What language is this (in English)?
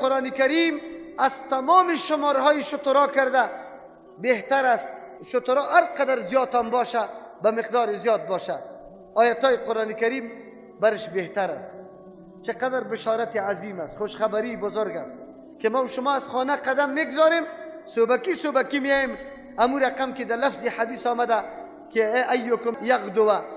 Persian